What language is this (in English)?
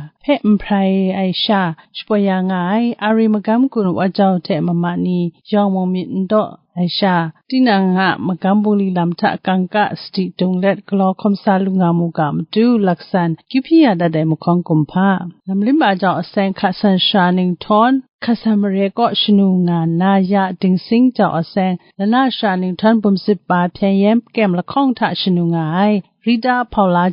Kachin